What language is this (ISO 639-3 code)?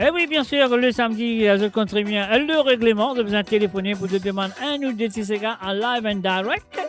mfe